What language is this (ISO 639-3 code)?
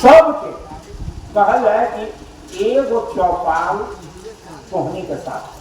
mag